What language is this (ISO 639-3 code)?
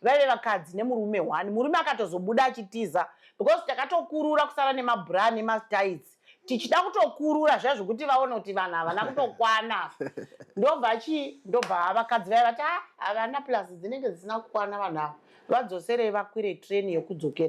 sna